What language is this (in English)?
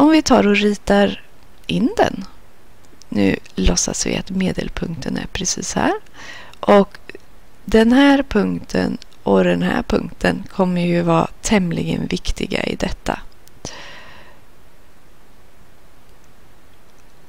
Swedish